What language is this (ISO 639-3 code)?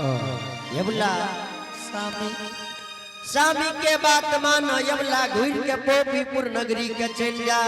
anp